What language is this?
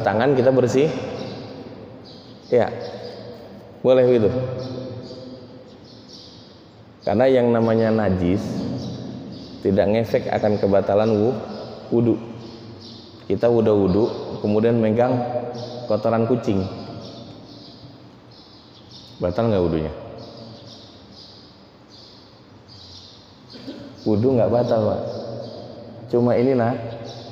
Indonesian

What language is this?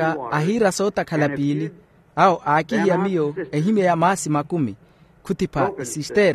Makhuwa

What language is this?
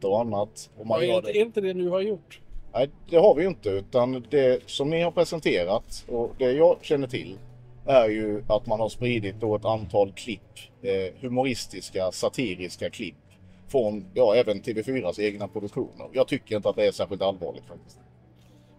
Swedish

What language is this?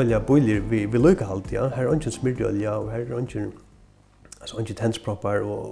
Faroese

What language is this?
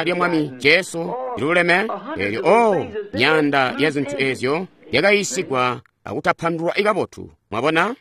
Tonga (Zambia)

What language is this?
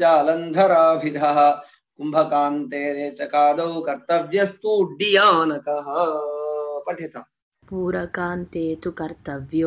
Sanskrit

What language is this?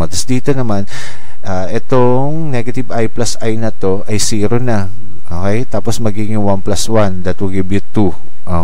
Filipino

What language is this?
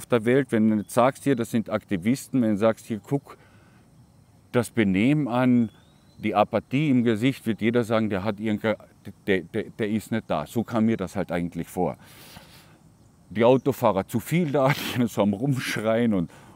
German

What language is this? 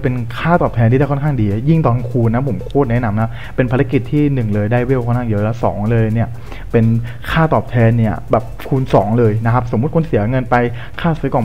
Thai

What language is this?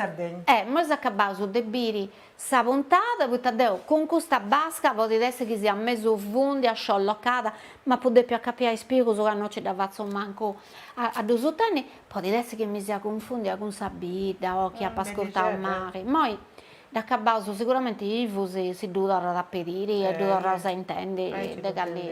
Sardinian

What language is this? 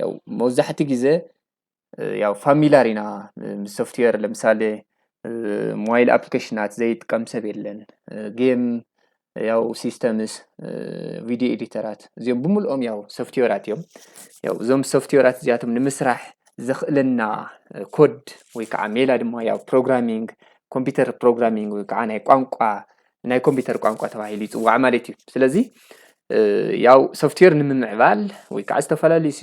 Tigrinya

